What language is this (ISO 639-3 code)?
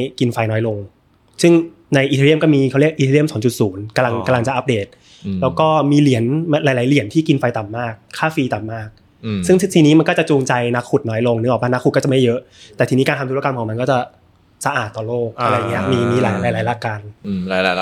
tha